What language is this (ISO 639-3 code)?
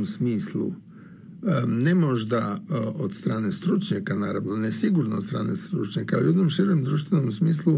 srp